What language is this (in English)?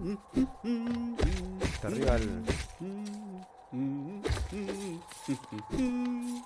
Spanish